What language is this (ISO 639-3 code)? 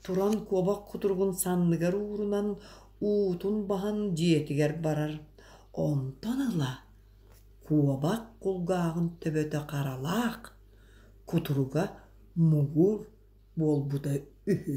sah